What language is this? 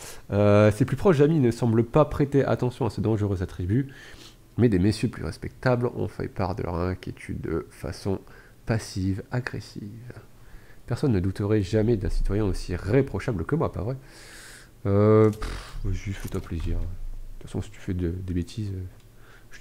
French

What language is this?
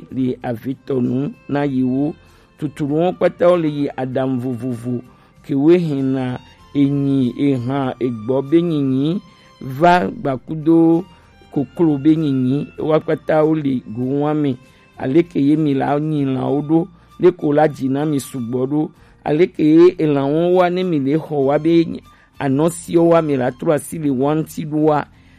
Gen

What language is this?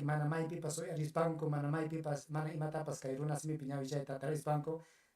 Ayacucho Quechua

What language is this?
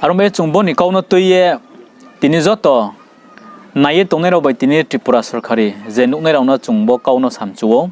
Riang (India)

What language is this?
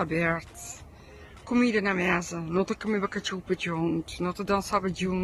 Kabuverdianu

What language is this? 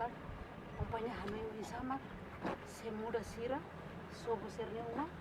Tetum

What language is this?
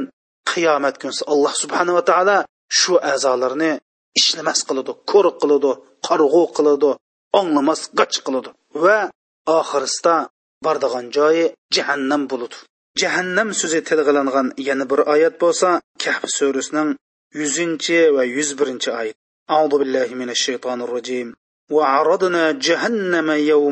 Uyghur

